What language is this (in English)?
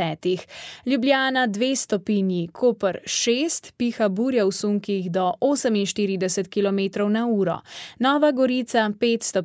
Slovenian